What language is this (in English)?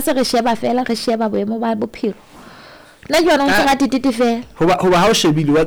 Southern Sotho